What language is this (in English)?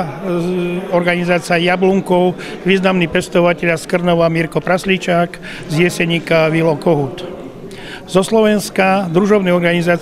Slovak